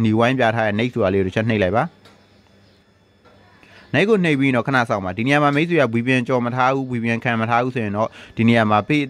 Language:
Burmese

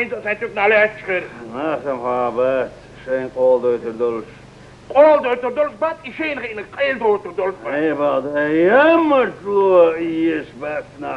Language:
Chechen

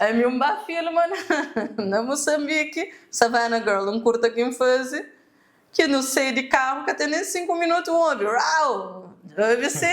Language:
Kabuverdianu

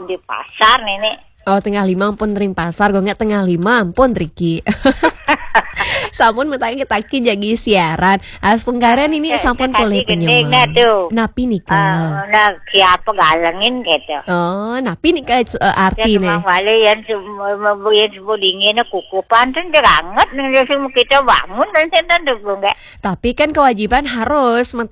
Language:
Balinese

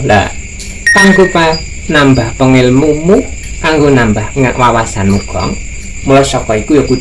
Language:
Javanese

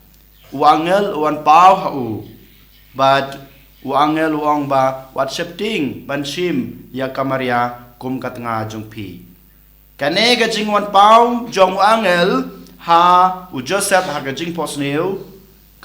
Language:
Khasi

